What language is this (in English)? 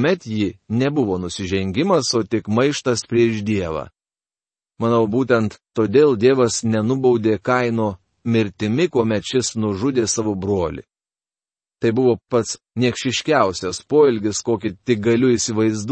Lithuanian